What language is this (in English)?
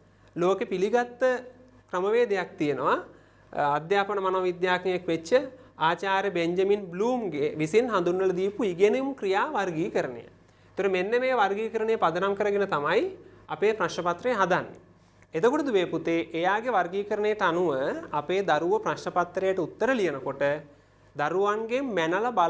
Sinhala